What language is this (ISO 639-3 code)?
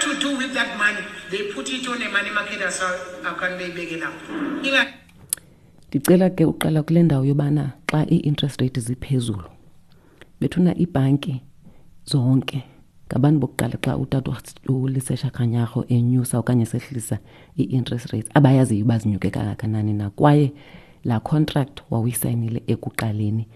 xho